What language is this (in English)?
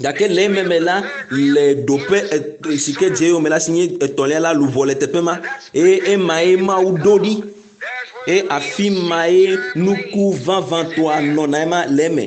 Ewe